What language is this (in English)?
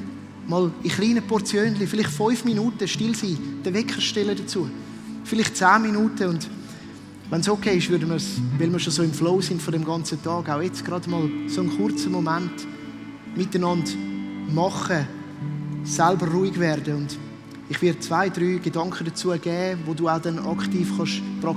Swiss German